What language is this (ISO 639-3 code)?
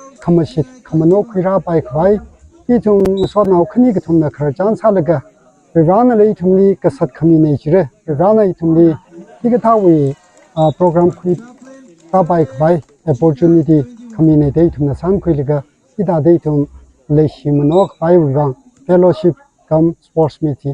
nmf